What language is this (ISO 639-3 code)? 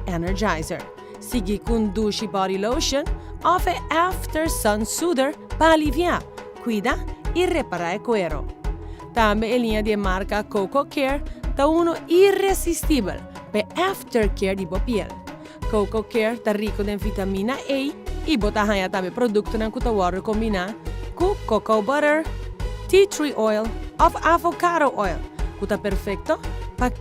pap